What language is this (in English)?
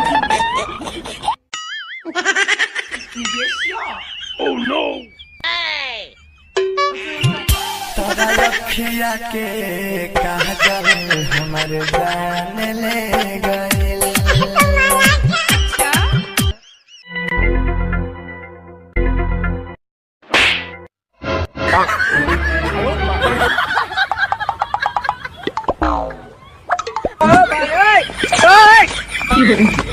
Bhojpuri